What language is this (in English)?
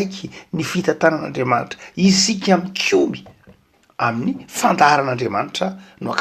Malagasy